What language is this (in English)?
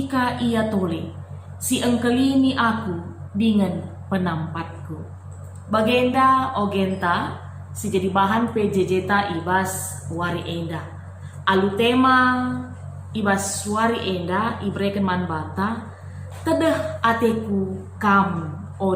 Batak Karo